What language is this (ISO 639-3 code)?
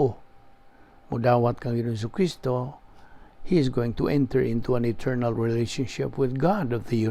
ceb